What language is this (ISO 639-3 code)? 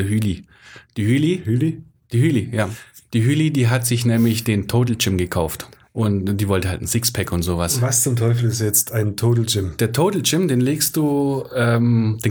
deu